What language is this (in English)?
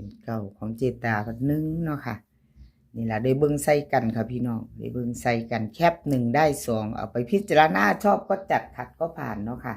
Lao